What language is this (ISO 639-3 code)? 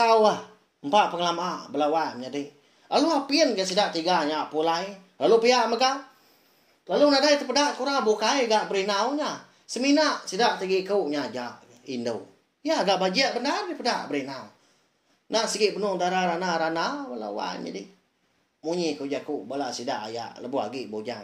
iba